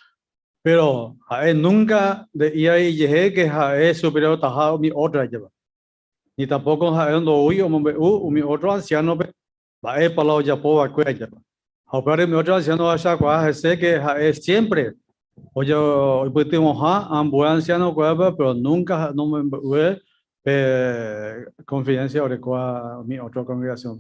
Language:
Guarani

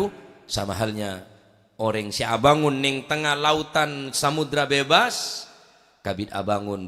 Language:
Madurese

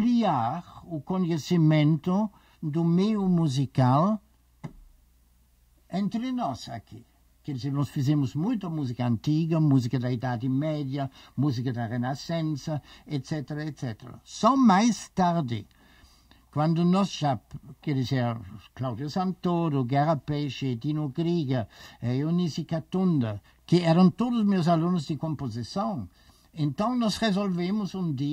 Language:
Portuguese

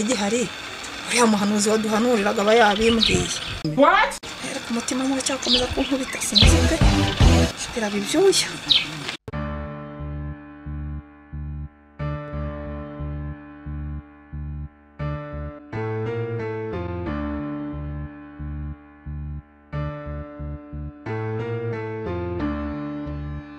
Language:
Kinyarwanda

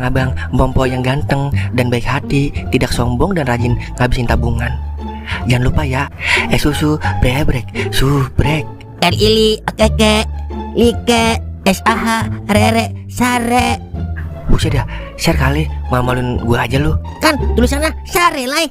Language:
Betawi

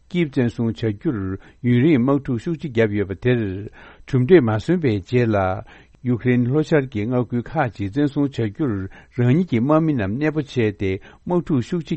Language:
Tibetan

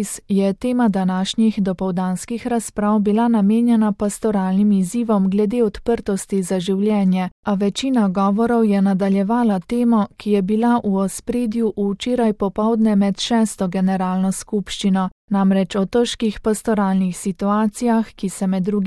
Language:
Slovenian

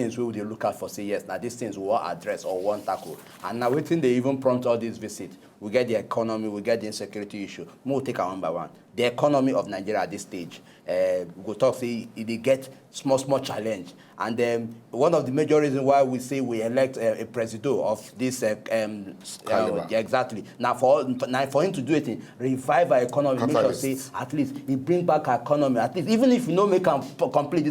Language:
Nigerian Pidgin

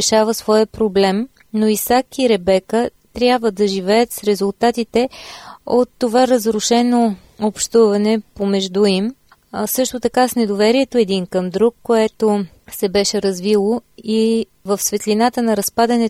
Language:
Bulgarian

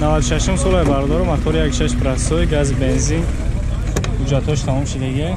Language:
Tajik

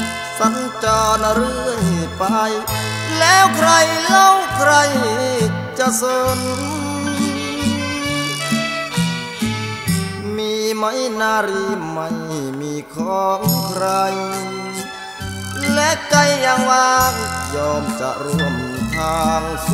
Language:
Thai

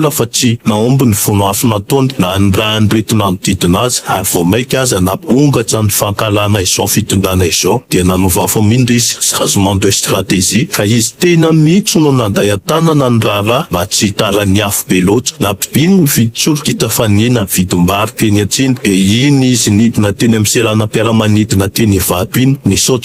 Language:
Malagasy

